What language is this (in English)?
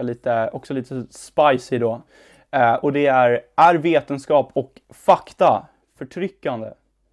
Swedish